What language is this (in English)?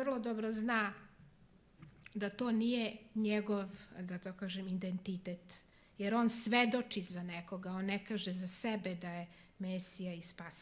Serbian